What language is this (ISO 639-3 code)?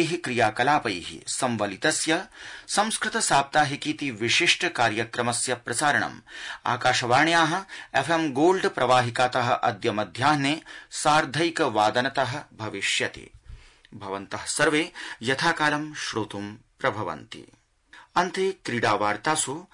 san